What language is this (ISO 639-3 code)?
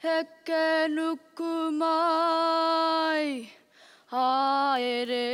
mri